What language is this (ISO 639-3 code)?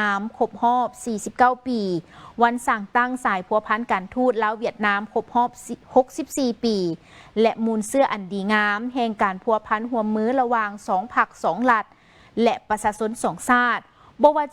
lao